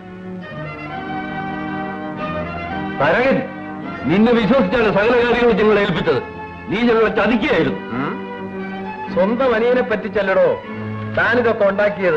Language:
Malayalam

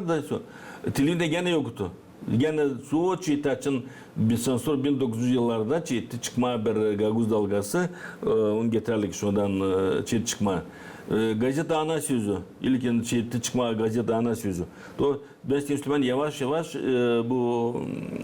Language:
Gagauz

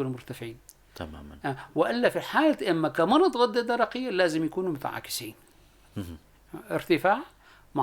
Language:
North Levantine Arabic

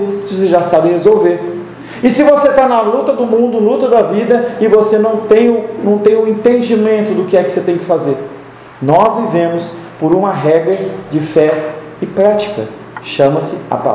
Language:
Portuguese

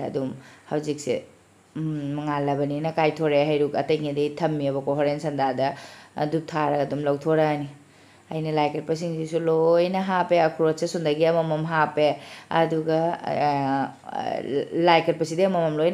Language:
Manipuri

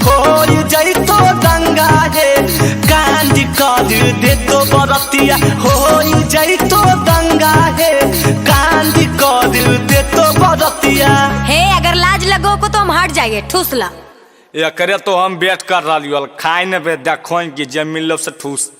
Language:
Magahi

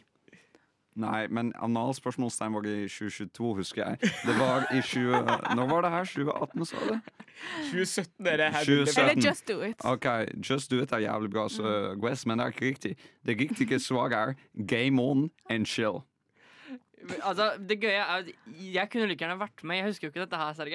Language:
Norwegian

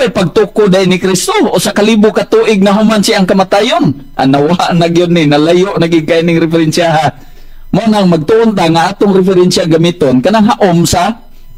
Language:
Cebuano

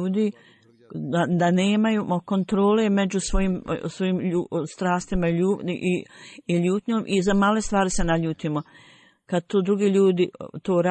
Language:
Bosnian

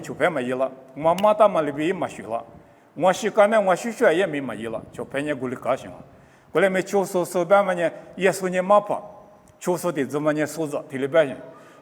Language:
Lisu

